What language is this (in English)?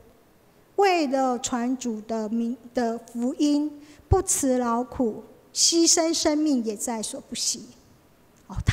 Chinese